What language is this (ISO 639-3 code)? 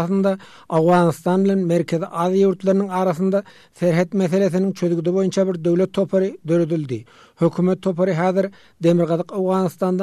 tuk